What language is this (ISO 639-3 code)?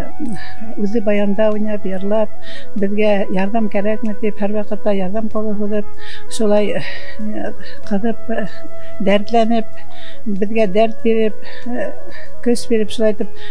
bak